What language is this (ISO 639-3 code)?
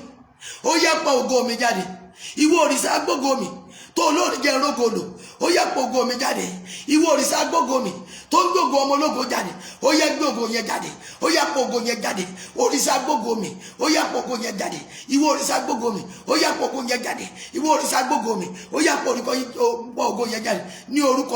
yor